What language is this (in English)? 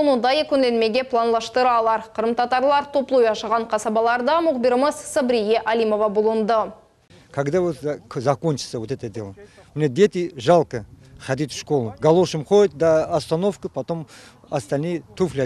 Crimean Tatar